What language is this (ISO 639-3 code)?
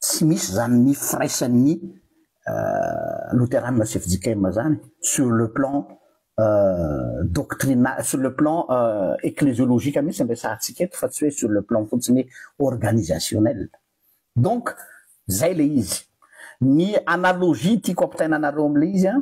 mlg